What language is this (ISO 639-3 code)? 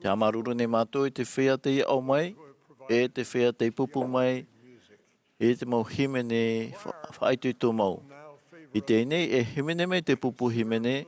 tah